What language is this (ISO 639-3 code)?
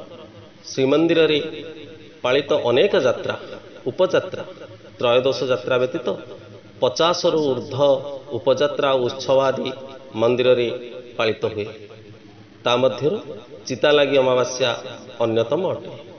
ori